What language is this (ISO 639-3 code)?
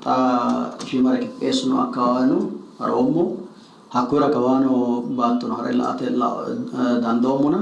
sid